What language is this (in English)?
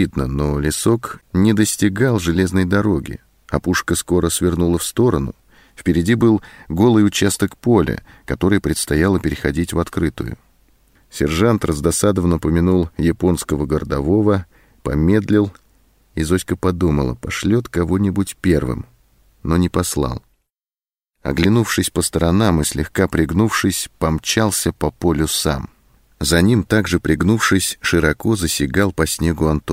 Russian